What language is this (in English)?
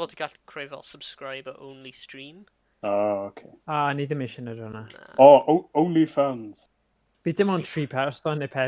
Welsh